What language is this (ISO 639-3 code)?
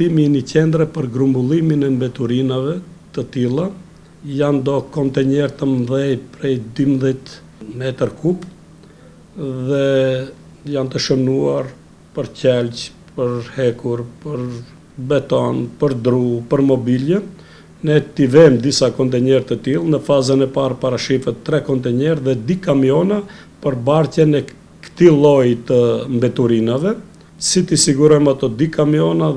sqi